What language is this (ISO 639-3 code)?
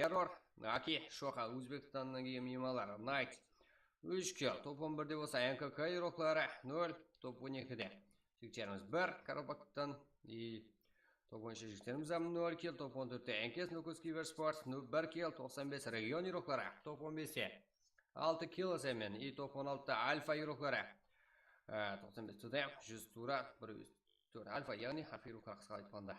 kaa